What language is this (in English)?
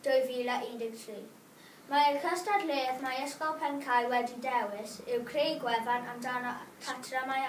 Welsh